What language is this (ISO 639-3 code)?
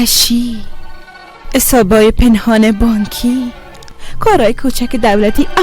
fas